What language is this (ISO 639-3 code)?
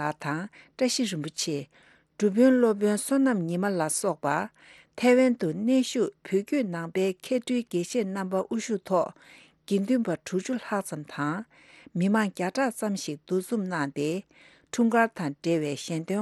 bod